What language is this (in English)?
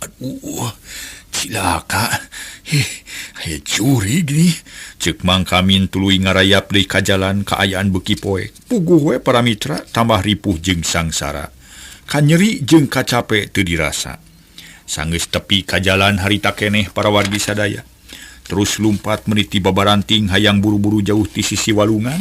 Sundanese